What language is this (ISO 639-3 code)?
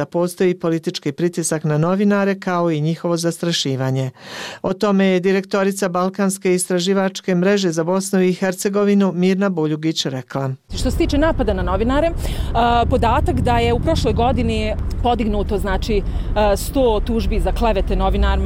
bos